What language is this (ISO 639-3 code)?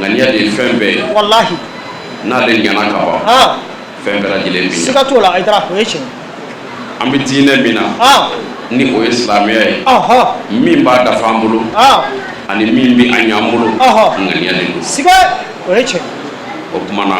bam